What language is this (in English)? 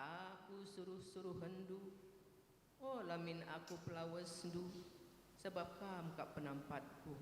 Batak Karo